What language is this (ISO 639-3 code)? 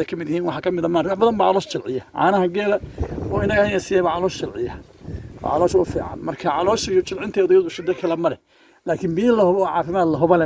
som